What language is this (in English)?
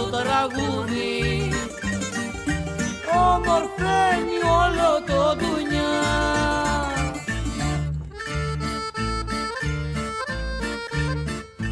Greek